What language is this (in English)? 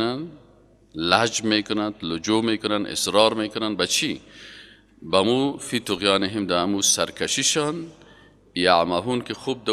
Persian